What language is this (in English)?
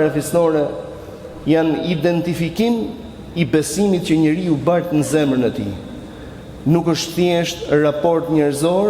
Albanian